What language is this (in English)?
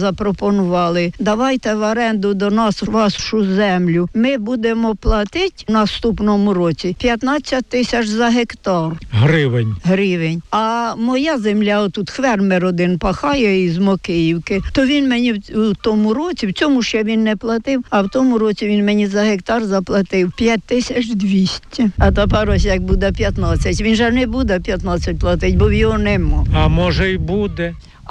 Ukrainian